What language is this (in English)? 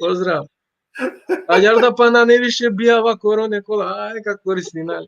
Balkan Romani